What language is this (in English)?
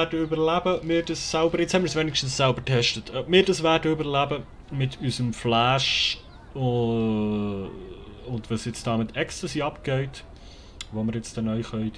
Swiss German